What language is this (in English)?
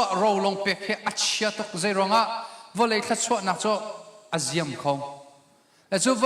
Hakha Chin